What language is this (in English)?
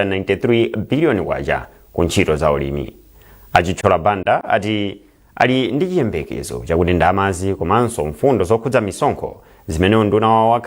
Nyanja